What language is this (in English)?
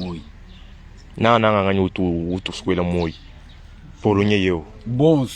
Luba-Lulua